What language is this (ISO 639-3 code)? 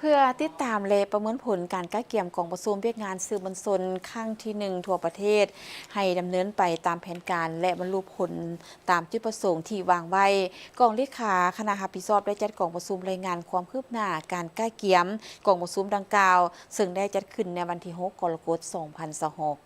lao